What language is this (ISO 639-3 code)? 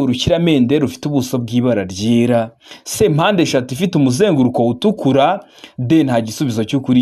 kin